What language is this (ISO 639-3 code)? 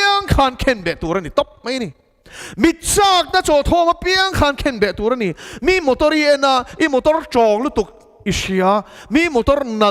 lus